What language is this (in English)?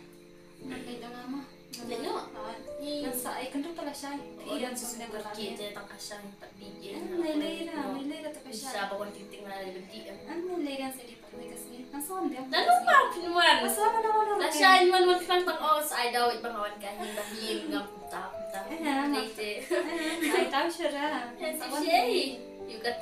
Khasi